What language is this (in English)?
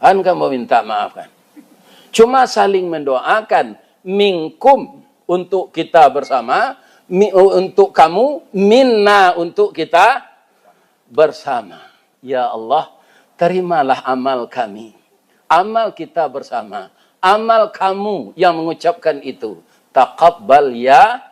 Minangkabau